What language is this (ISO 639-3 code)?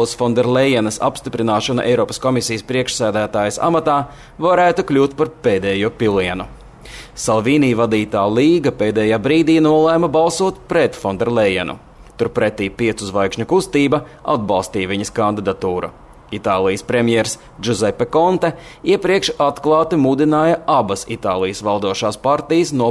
lav